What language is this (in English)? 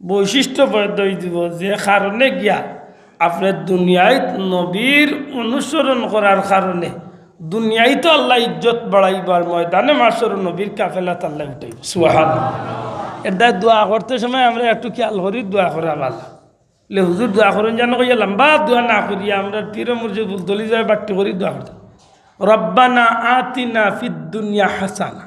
Sylheti